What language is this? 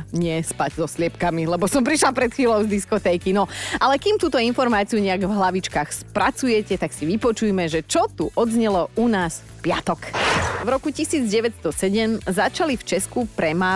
Slovak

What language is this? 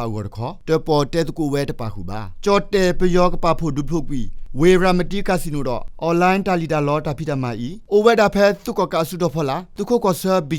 S'gaw Karen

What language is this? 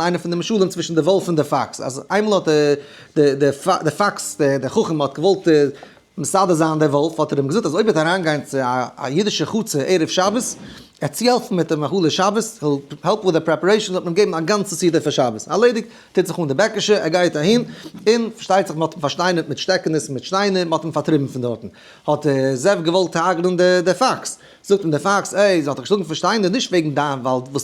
Yiddish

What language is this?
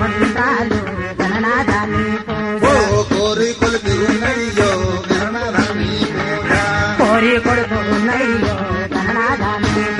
Telugu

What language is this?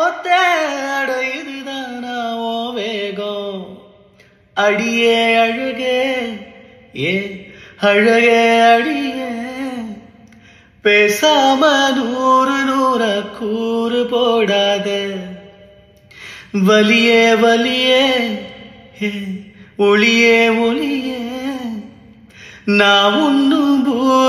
Tamil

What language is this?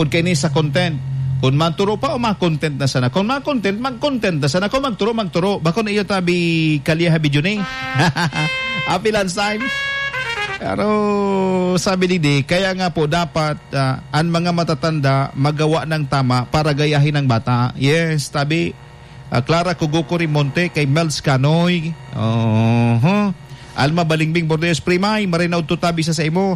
Bikol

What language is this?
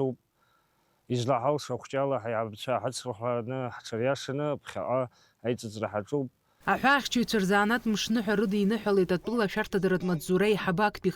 Abkhazian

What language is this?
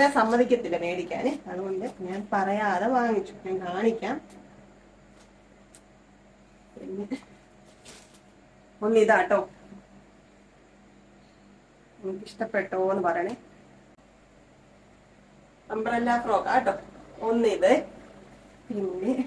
Malayalam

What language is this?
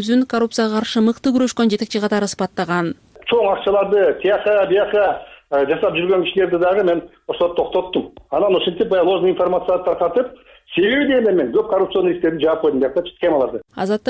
Kyrgyz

